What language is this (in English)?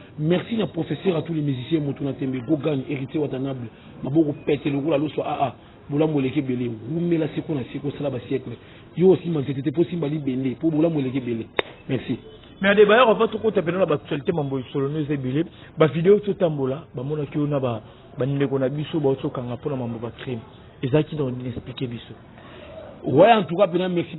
Lingala